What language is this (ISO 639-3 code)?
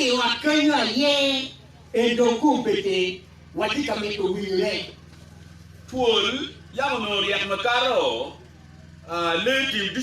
ach